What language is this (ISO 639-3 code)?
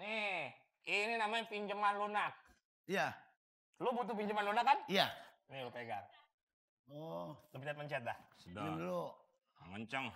bew